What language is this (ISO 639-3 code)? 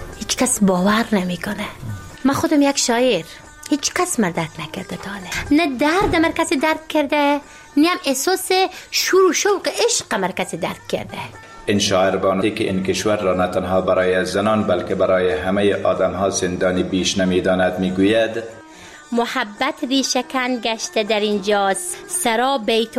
fas